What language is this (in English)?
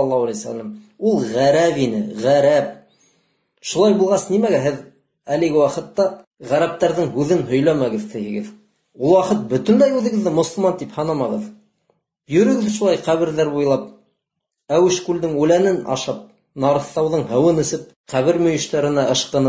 Bashkir